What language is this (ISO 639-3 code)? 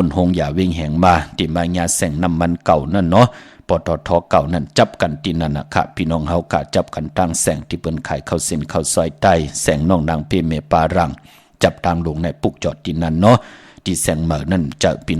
shn